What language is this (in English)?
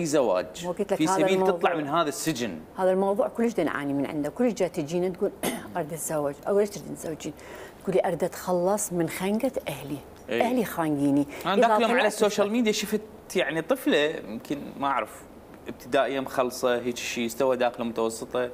Mesopotamian Arabic